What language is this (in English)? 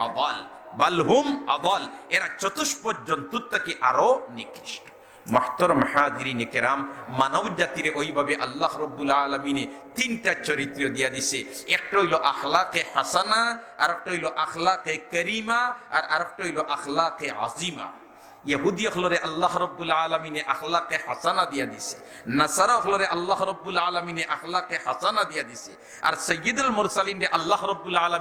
Sylheti